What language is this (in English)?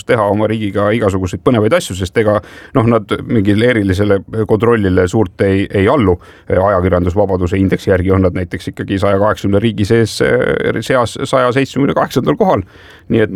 Estonian